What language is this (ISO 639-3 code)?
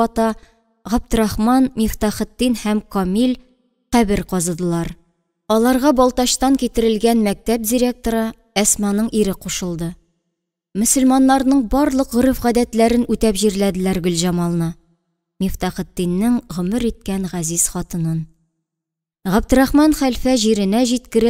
tat